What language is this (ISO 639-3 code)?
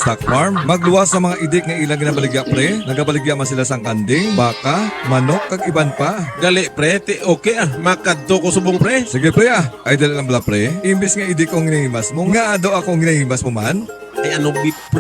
hil